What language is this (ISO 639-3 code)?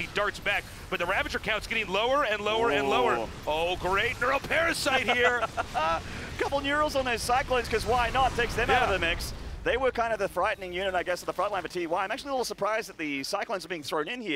eng